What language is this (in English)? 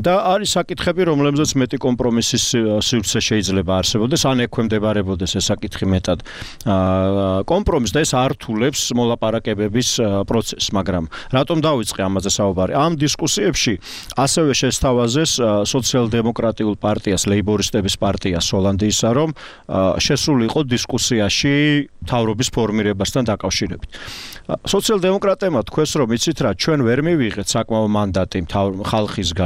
Georgian